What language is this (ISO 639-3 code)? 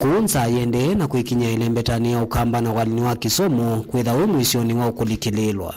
kam